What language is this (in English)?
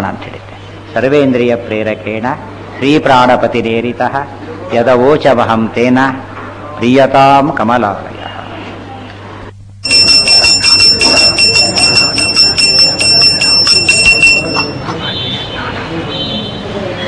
Kannada